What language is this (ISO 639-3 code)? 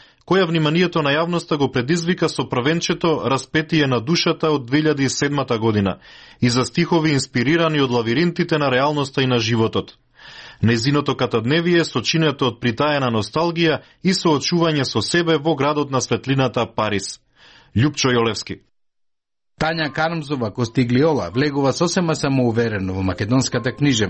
mkd